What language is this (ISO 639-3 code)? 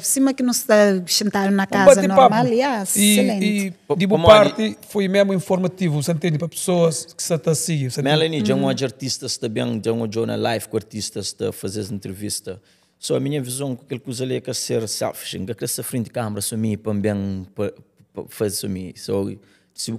kea